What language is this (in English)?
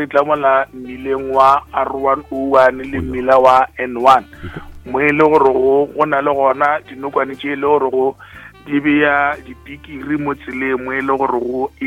Northern Sotho